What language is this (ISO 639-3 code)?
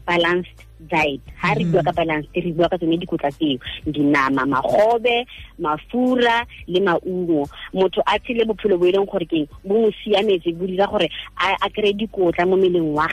tsn